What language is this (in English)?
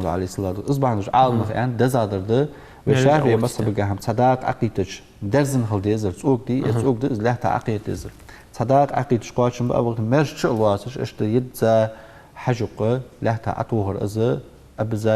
Ingush